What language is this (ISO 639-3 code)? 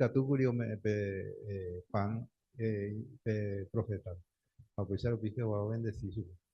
grn